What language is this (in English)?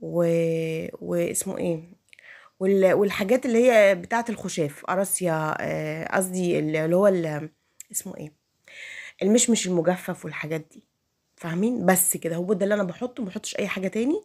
Egyptian Arabic